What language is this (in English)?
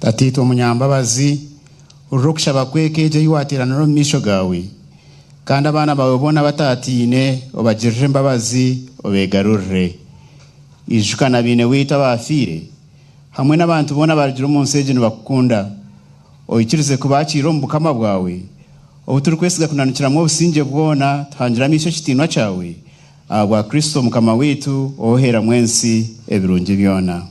Nyankole